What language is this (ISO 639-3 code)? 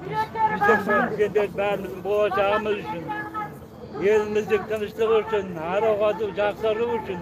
kaz